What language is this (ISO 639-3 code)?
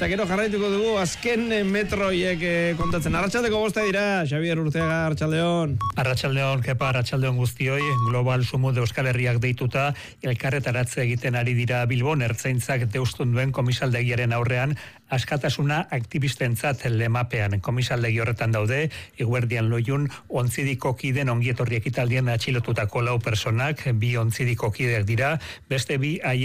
eus